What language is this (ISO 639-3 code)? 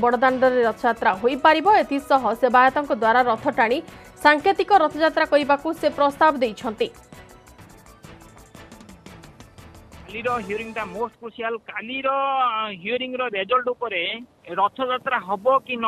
ori